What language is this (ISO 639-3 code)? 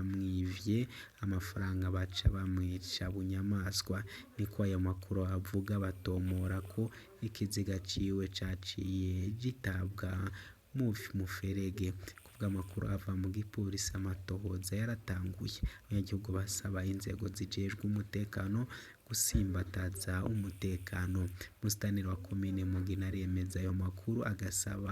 run